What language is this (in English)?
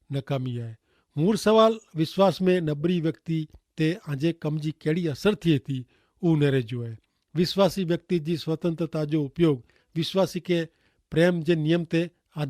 Kachhi